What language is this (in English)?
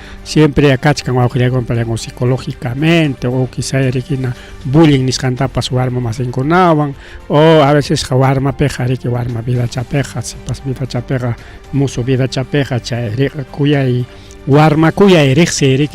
Ayacucho Quechua